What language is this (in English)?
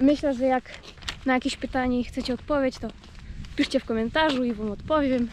Silesian